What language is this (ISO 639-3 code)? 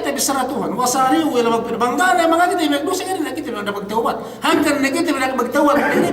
yka